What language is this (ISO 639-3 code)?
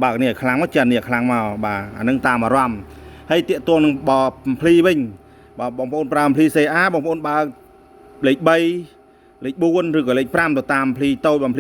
khm